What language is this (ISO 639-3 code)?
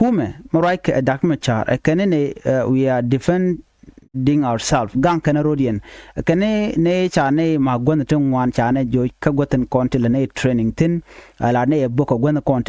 nus